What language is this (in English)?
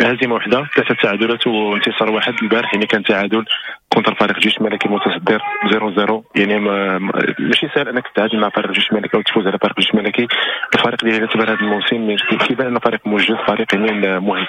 Moroccan Arabic